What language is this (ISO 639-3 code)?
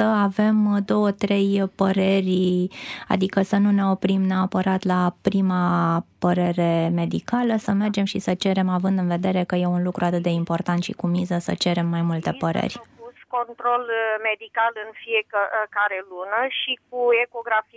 ron